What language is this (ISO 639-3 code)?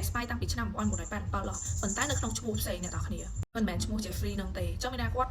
khm